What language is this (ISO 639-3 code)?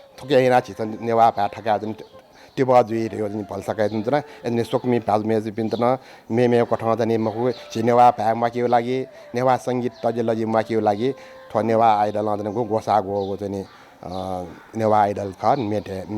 new